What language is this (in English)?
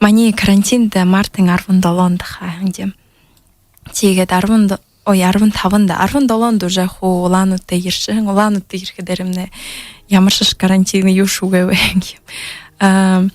Buriat